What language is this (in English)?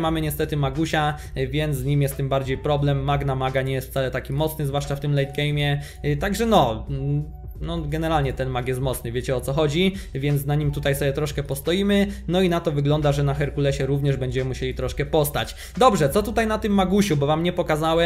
Polish